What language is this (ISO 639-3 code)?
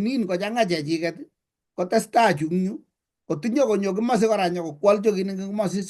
kln